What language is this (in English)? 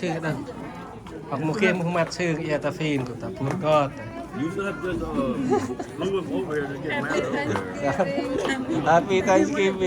Central Mnong